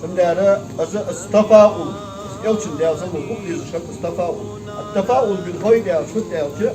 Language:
Ingush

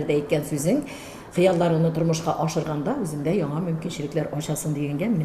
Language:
Tatar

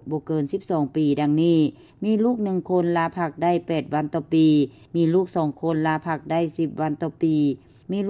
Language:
Lao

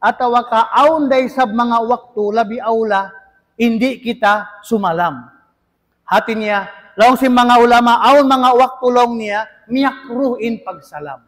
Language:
Tausug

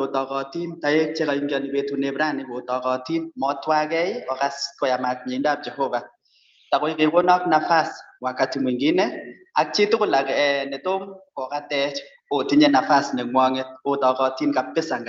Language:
Kalenjin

